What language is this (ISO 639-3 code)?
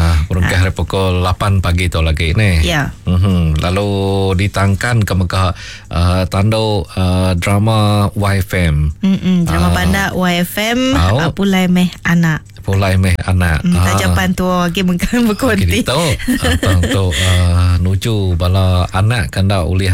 iba